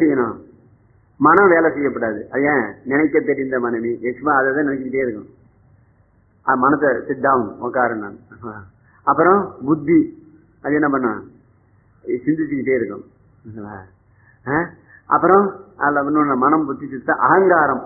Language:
Tamil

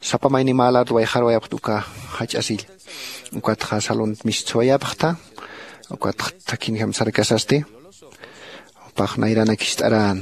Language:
Aymara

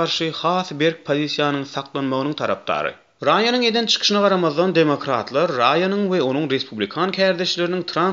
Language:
Turkmen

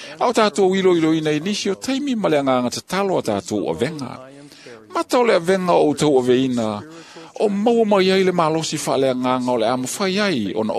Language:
Samoan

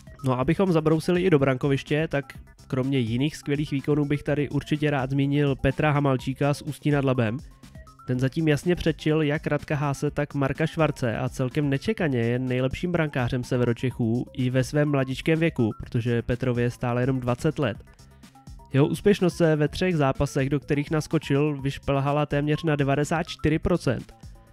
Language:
Czech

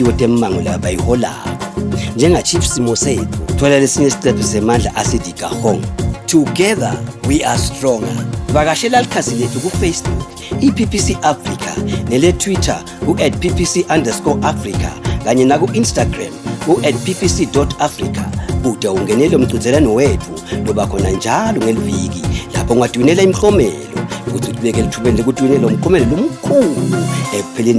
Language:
Swati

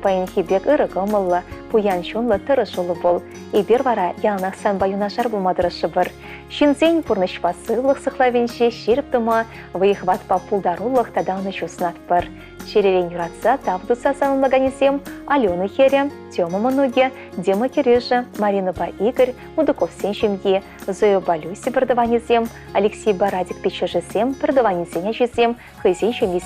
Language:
Chuvash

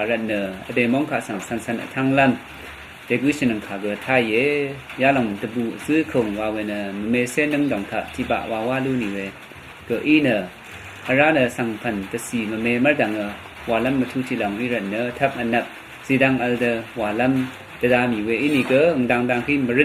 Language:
Rawang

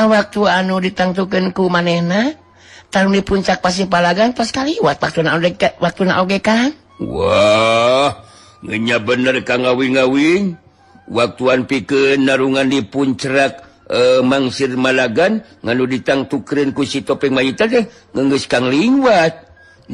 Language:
Sundanese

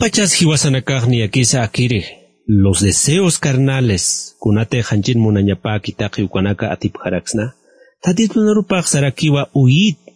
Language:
Aymara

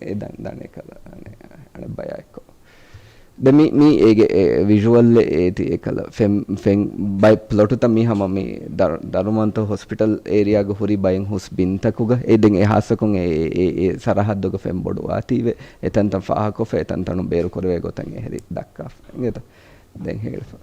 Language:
Divehi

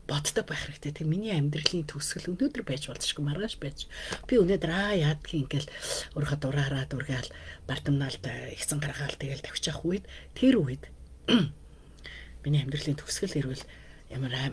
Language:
Mongolian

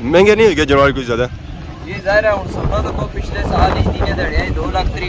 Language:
Pahari-Potwari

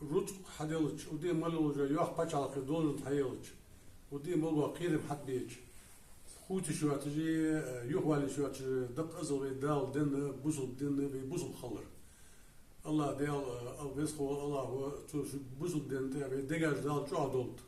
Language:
Ingush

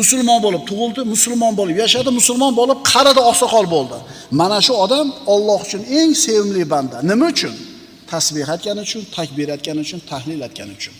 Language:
Uzbek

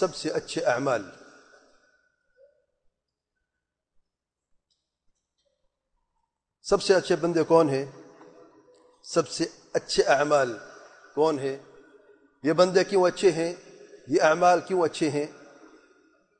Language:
Urdu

